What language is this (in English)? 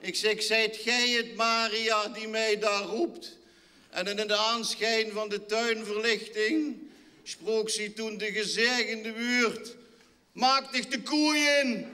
Limburgish